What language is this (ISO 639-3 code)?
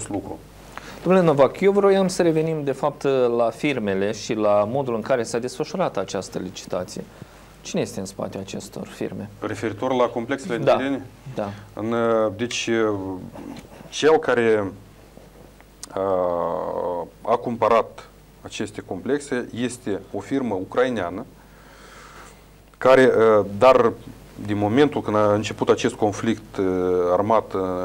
ron